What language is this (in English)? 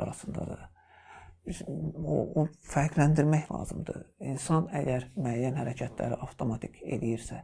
Azerbaijani